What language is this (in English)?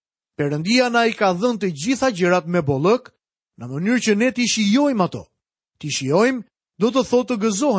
Albanian